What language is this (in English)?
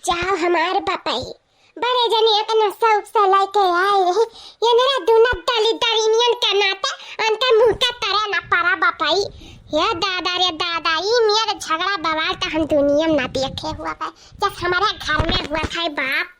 Awadhi